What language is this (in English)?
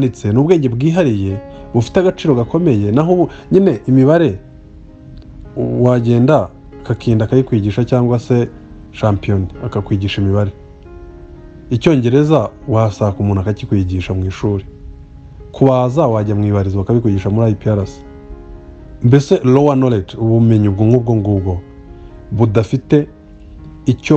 Kinyarwanda